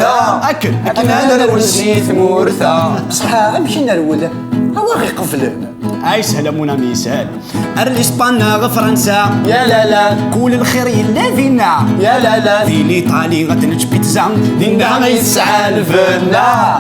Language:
Kabyle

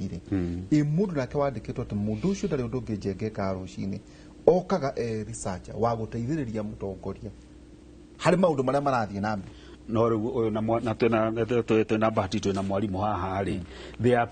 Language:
Kikuyu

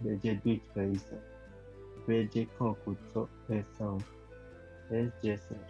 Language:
Bribri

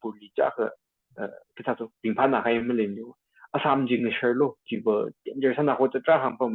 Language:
Tangkhul Naga (India)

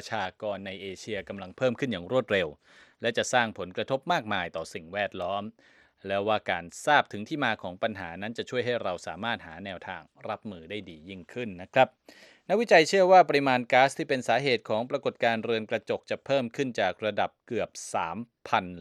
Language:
Thai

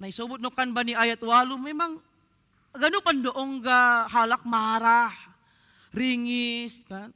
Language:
Batak Simalungun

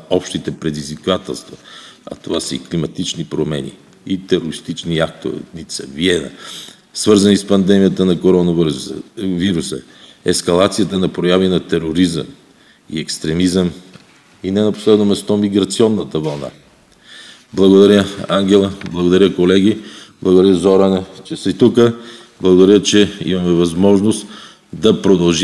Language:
Bulgarian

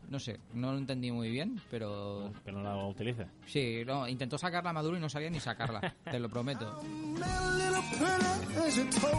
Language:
Spanish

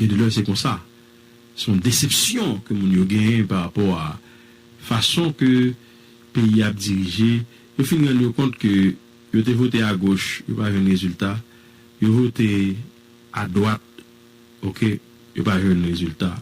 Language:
Haitian Creole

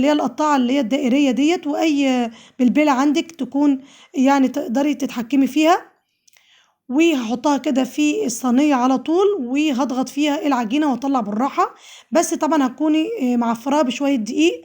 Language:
Egyptian Arabic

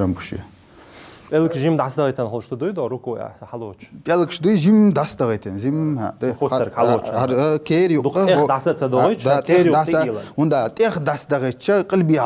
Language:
Chechen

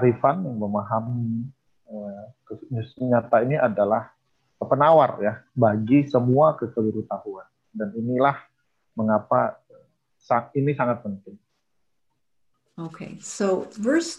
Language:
Indonesian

